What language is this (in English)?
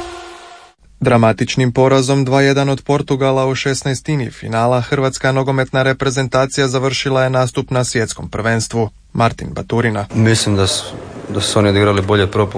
Croatian